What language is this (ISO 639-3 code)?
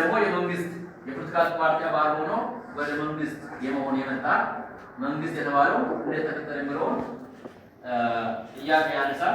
amh